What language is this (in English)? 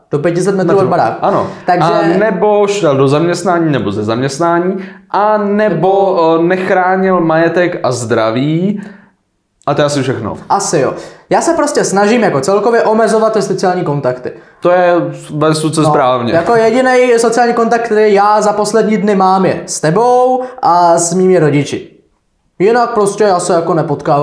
Czech